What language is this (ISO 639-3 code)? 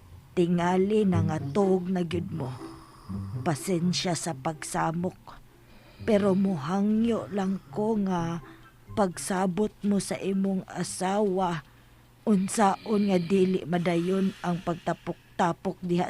ceb